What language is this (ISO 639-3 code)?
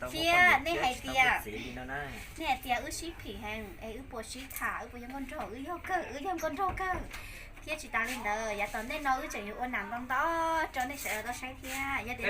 hmn